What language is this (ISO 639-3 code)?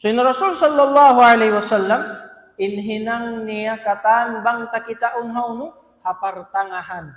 tsg